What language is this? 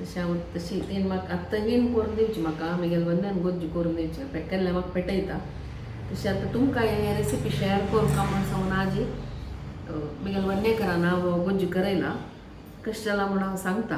Konkani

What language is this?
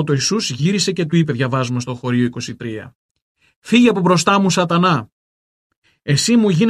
Greek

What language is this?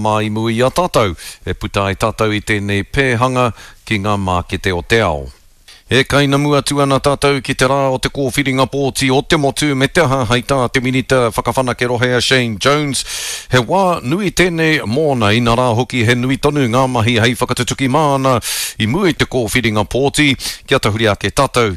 Māori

